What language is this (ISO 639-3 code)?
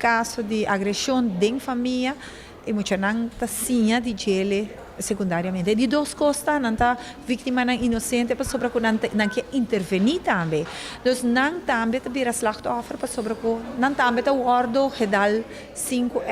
pap